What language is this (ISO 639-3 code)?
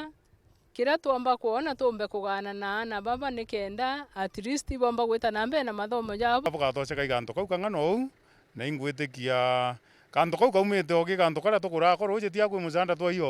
mer